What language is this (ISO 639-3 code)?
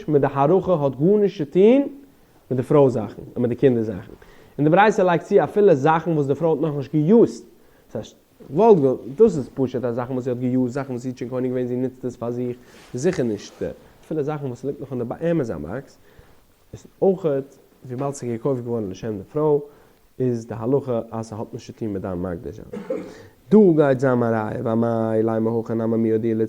yid